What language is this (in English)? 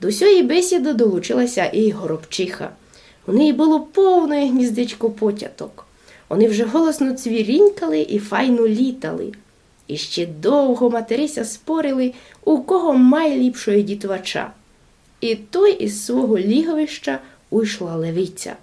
Rusyn